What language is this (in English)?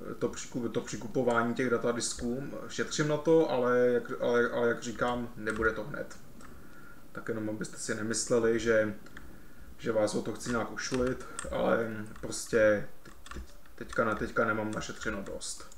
Czech